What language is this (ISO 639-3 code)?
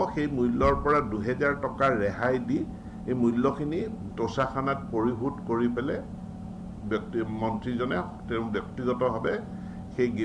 asm